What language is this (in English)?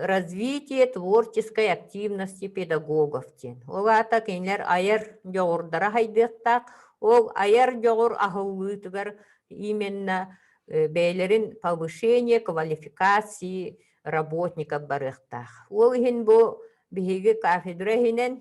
Yakut